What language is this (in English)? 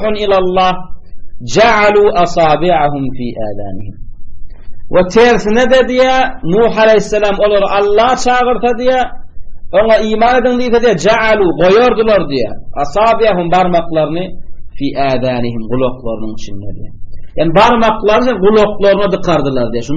Turkmen